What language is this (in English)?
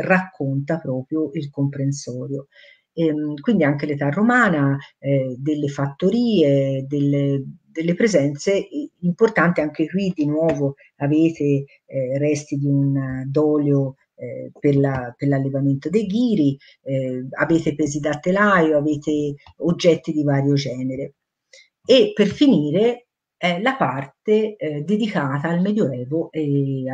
Italian